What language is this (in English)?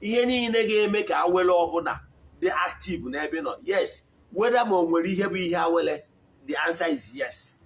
Igbo